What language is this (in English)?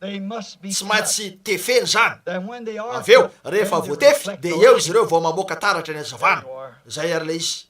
Malagasy